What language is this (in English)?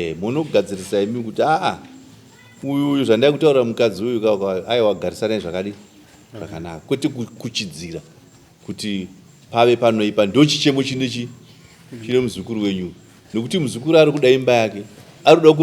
Shona